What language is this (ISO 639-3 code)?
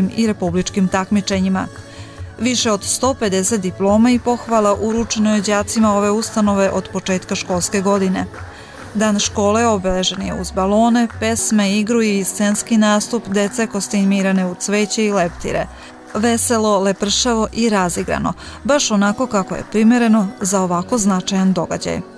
srp